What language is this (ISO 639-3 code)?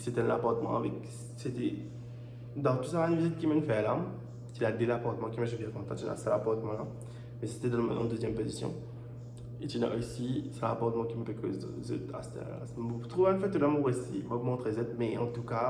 mfe